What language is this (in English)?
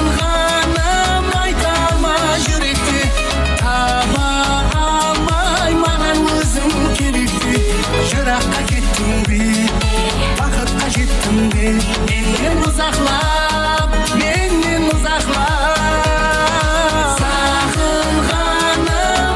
Kara-Kalpak